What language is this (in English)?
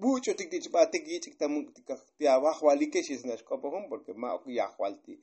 Tzotzil